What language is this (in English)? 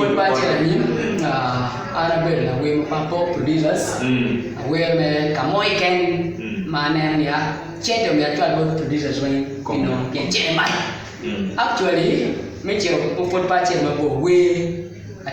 Acoli